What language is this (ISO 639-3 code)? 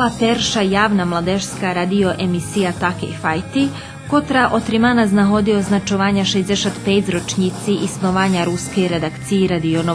rue